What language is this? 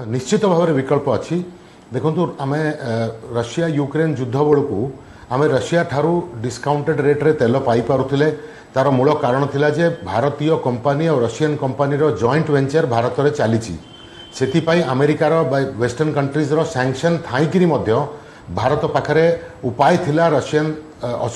Odia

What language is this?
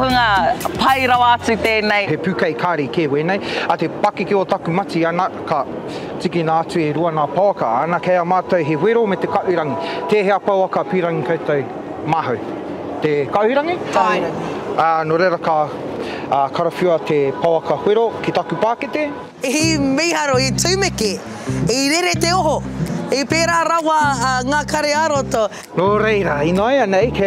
Māori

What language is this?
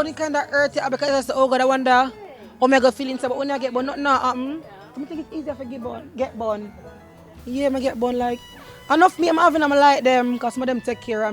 Jamaican Creole English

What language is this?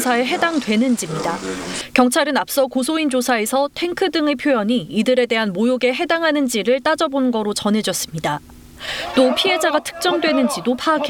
Korean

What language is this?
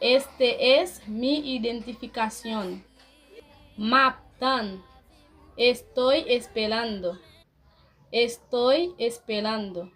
Haitian Creole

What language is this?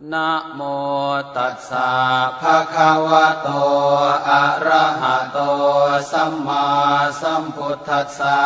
Pali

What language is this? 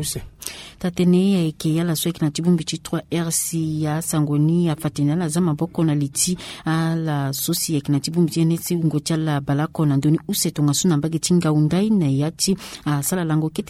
Sango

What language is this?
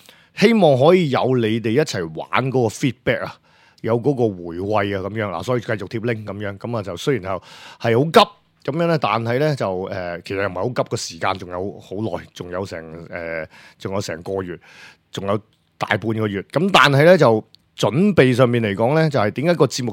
Cantonese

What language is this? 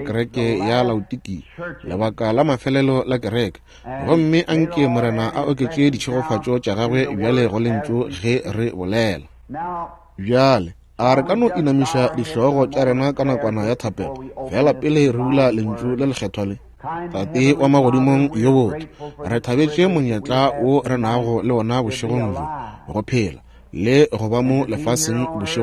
Northern Sotho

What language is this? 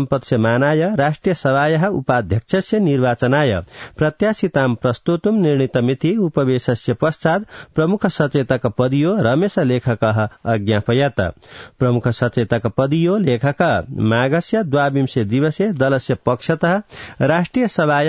Sanskrit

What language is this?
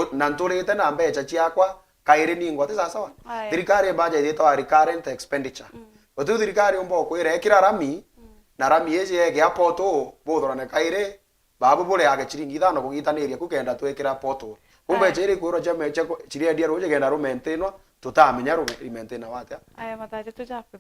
Meru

